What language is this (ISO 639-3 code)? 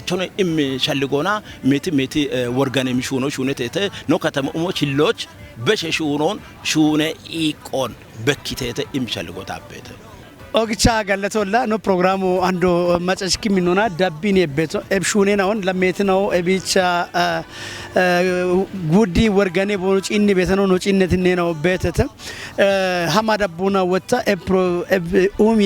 kbr